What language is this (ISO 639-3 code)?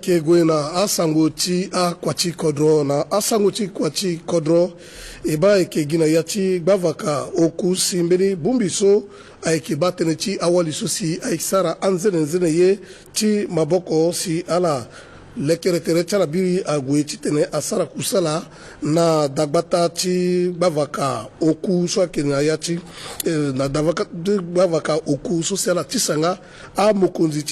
sag